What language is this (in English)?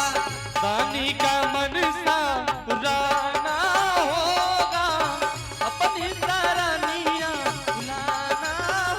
Angika